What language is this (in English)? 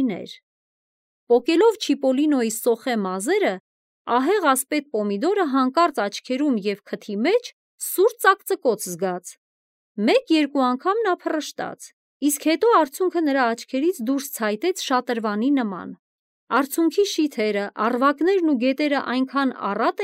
Armenian